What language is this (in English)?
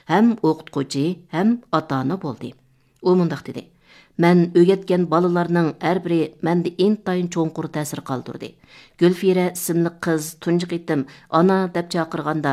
Uyghur